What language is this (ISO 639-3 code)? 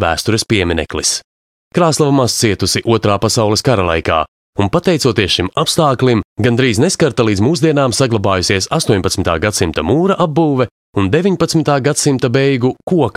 lav